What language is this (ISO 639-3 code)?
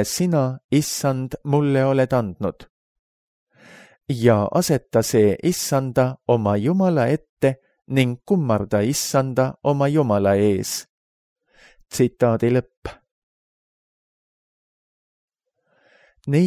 est